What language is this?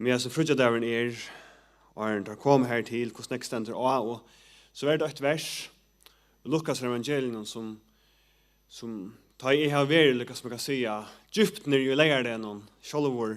Faroese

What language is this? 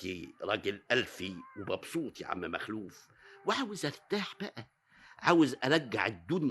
Egyptian Arabic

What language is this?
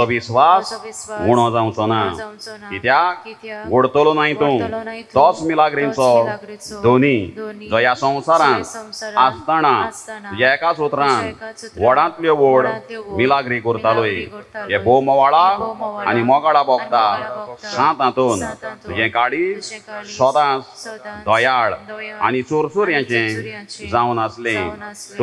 Konkani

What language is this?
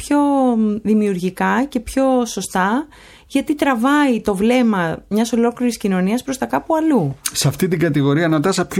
Greek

